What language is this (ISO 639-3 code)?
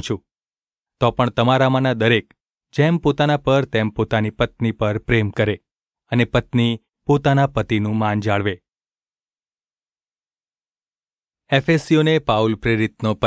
guj